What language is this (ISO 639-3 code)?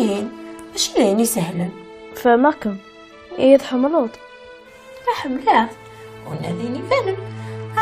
kab